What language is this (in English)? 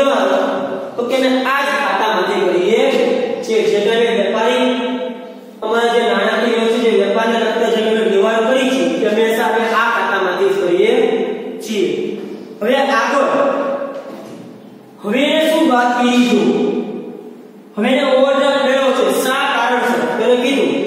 Gujarati